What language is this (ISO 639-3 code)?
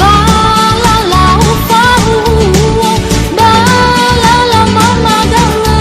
nia